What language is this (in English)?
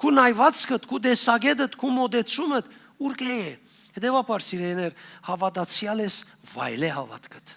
Western Armenian